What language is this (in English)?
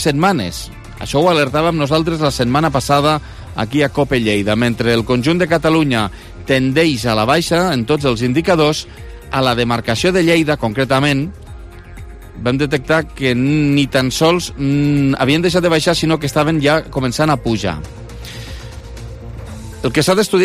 Catalan